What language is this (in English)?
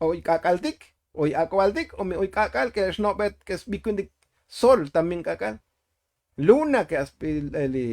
Tzotzil